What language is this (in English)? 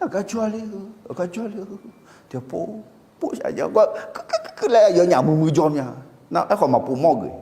Akha